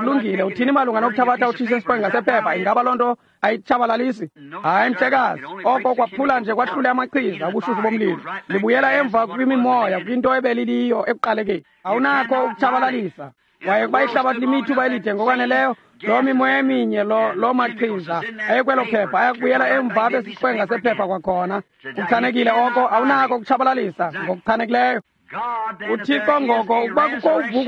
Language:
Xhosa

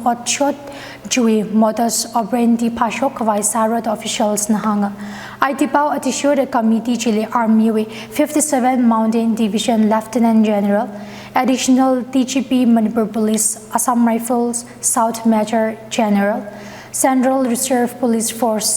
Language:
Tangkhul Naga (India)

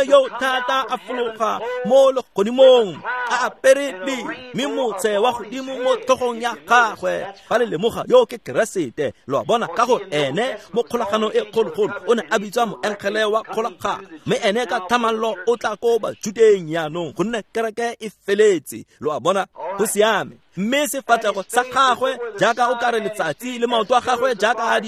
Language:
Tswana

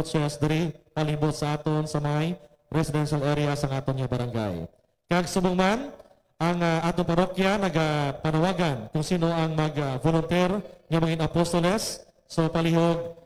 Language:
Hiligaynon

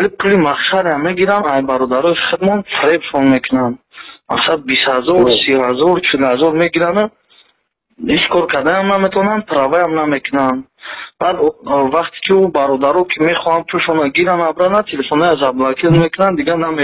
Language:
Tajik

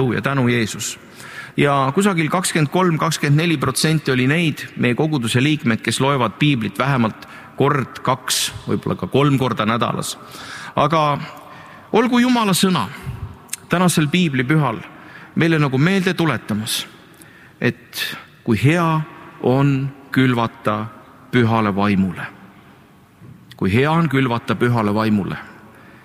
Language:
Estonian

